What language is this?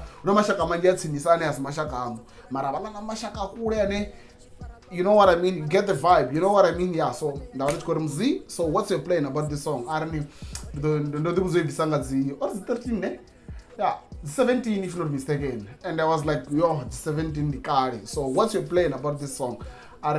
Venda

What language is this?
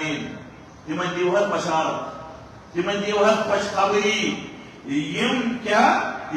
Kashmiri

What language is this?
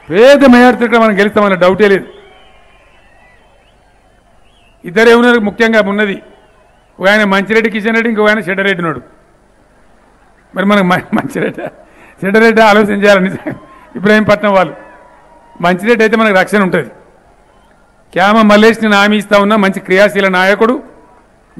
Telugu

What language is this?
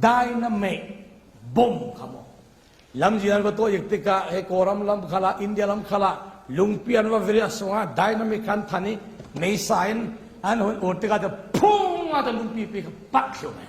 Falam Chin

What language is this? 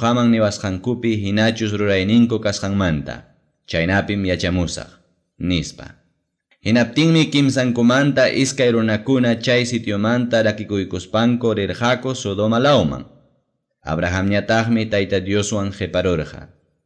Ayacucho Quechua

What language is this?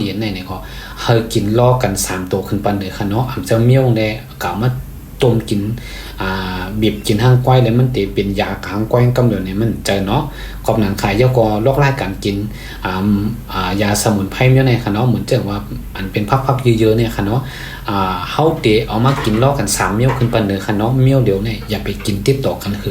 Shan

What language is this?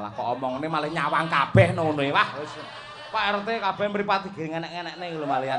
Javanese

